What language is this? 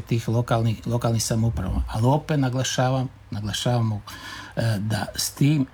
Croatian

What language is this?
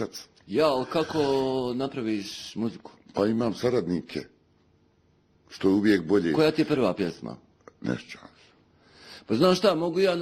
Bosnian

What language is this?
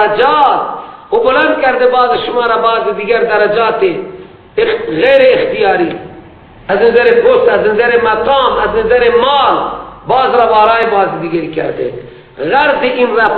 Persian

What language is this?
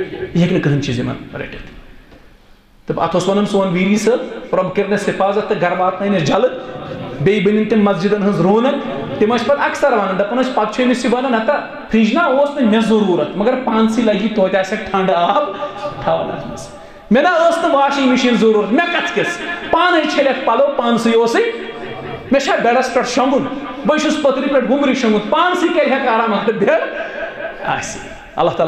Kashmiri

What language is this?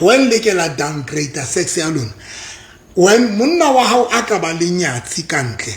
Southern Sotho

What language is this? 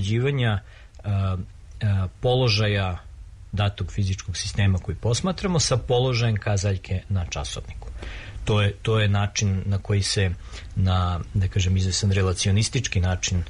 Serbian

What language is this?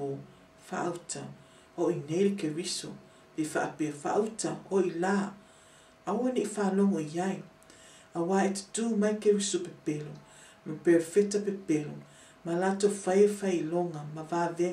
Samoan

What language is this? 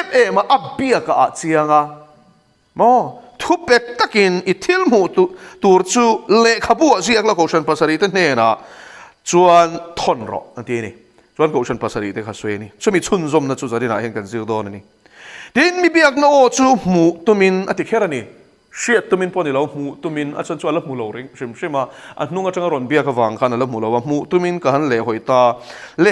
Mizo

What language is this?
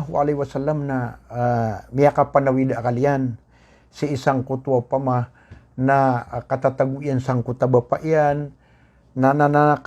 Maranao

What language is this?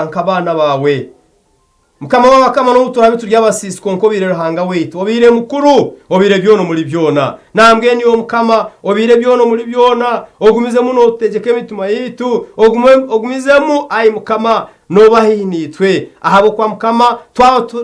Nyankole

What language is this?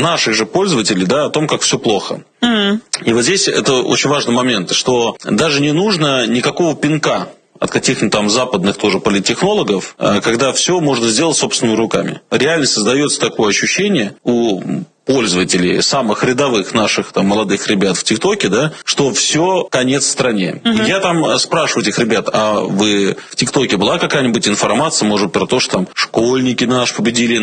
Russian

